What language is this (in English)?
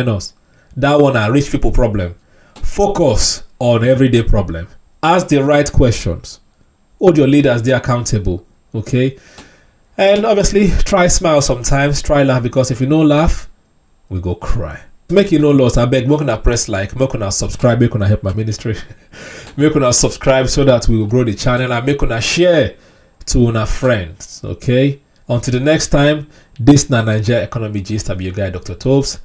Nigerian Pidgin